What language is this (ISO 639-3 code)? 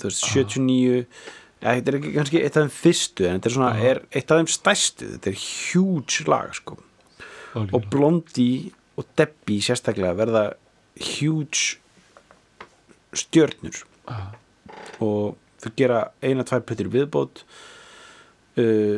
isl